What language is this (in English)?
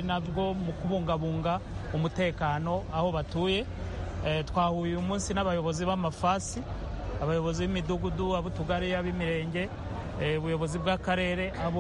Kinyarwanda